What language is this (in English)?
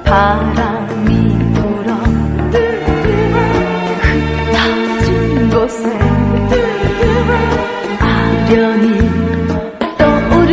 Korean